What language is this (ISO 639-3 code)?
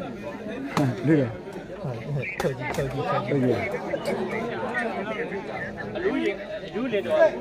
mya